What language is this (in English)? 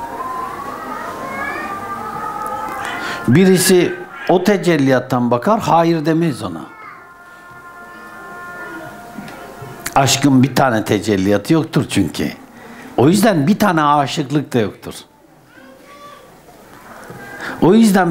Turkish